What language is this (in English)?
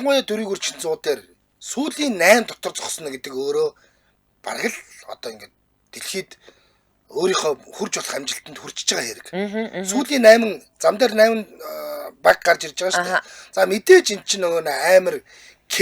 Mongolian